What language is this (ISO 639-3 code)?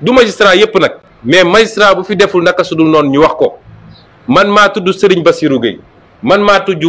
wol